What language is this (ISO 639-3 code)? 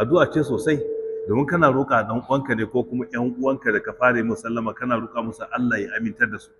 hau